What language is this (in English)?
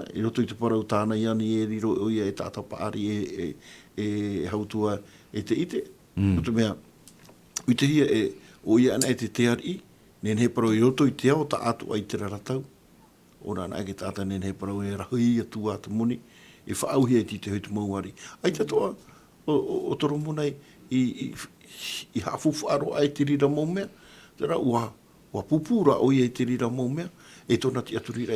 Tahitian